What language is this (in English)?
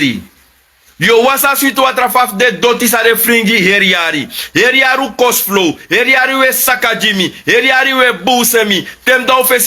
Sranan Tongo